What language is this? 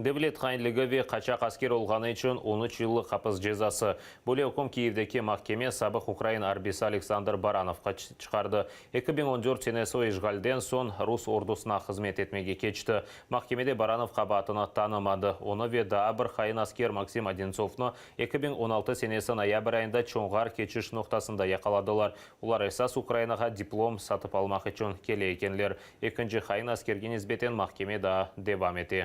Crimean Tatar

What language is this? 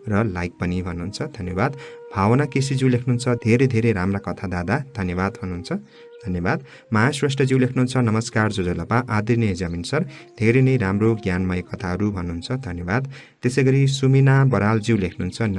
Nepali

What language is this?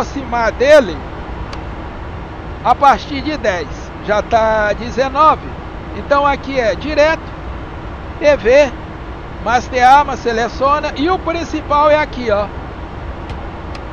Portuguese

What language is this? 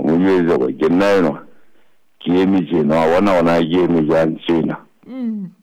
Southern Sotho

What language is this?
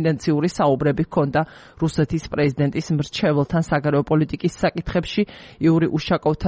Georgian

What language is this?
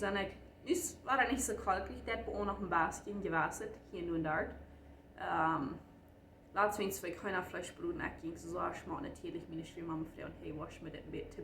Plautdietsch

